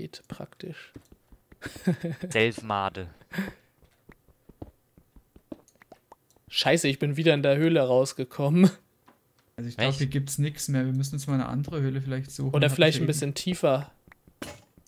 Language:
German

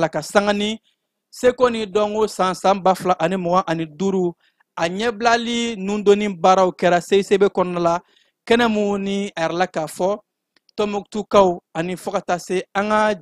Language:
Bambara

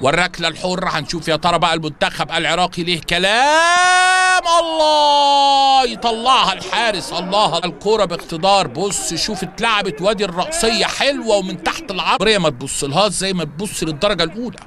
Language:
Egyptian Arabic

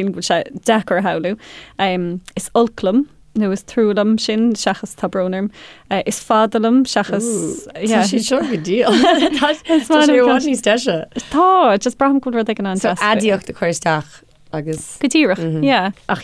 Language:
Irish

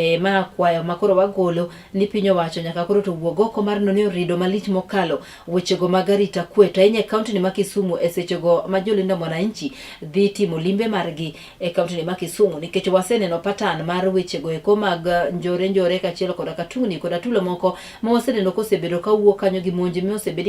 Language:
Luo (Kenya and Tanzania)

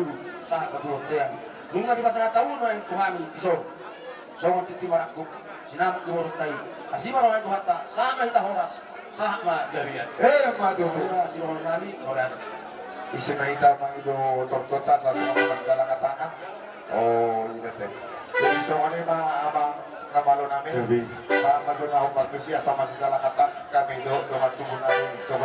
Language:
Batak Toba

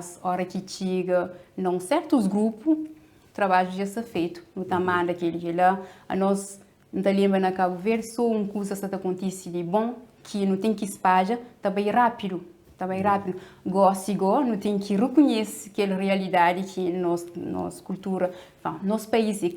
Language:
Kabuverdianu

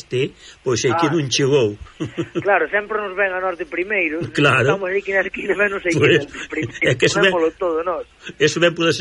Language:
Galician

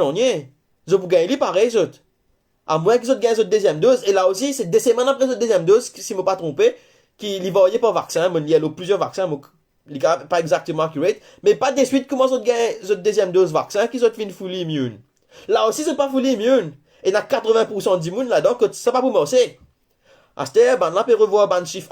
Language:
Morisyen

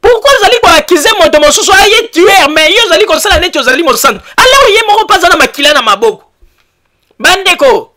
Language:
Lingala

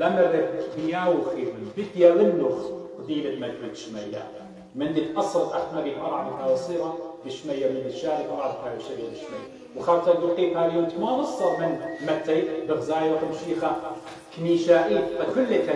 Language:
Assyrian Neo-Aramaic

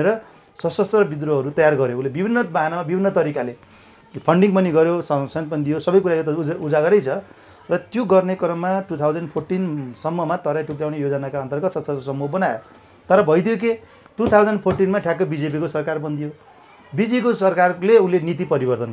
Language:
Nepali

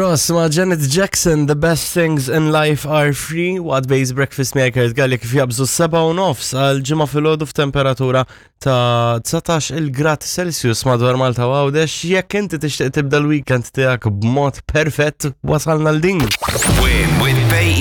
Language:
Maltese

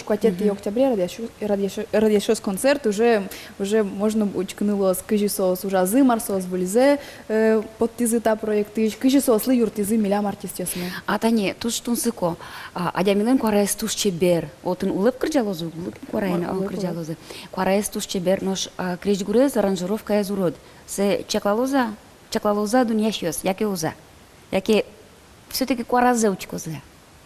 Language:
Udmurt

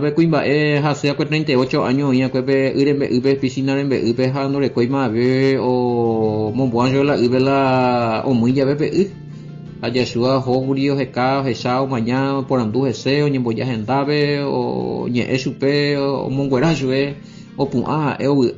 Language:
Guarani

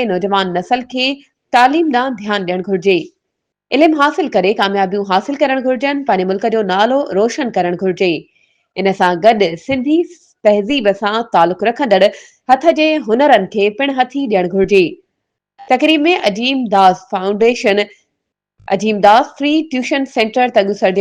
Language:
Sindhi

